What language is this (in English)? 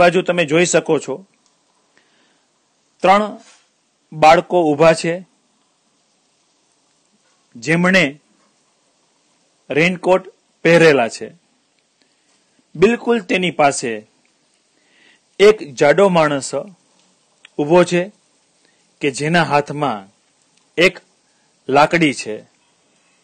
Gujarati